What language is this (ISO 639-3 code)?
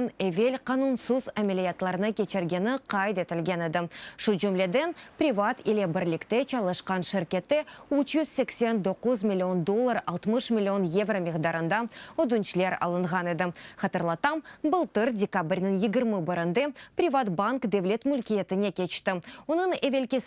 crh